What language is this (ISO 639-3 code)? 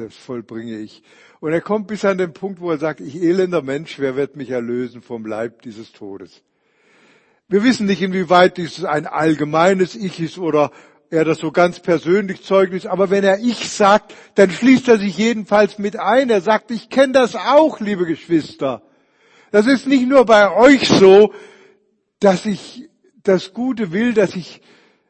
deu